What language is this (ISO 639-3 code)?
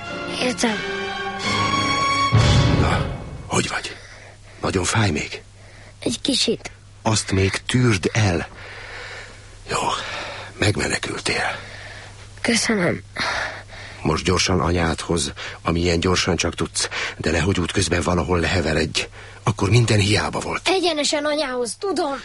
hun